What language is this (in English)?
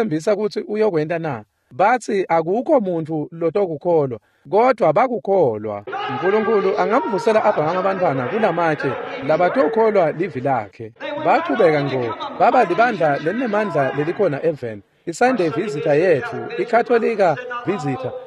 Swati